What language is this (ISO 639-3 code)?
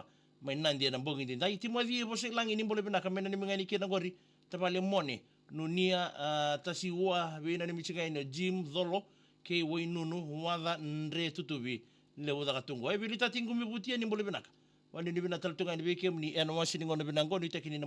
fij